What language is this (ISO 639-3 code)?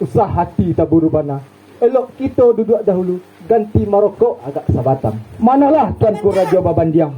min